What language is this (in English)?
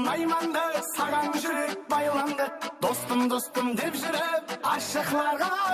Kara-Kalpak